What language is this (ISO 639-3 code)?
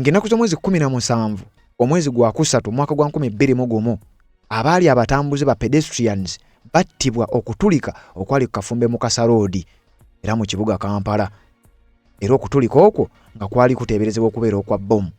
lug